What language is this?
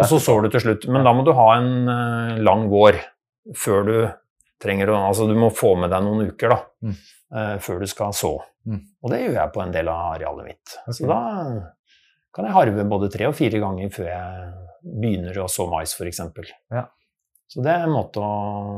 Norwegian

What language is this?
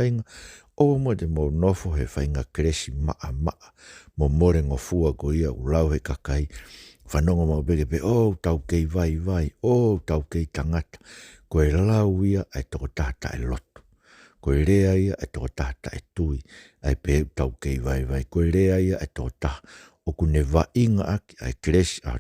Tongan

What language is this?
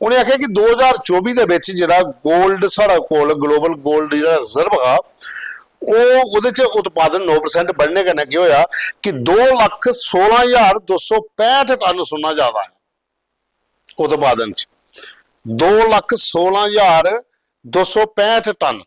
Dogri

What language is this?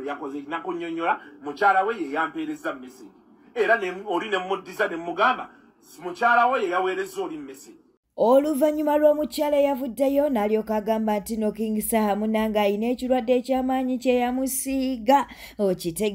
Ganda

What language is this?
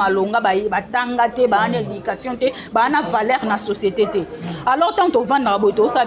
Lingala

